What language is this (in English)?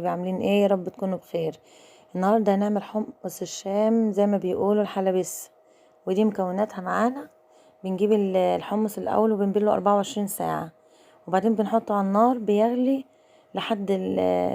Egyptian Arabic